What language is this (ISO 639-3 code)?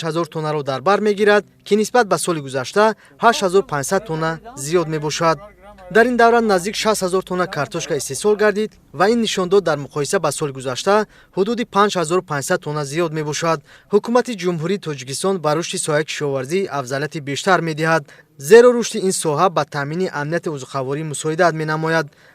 tgk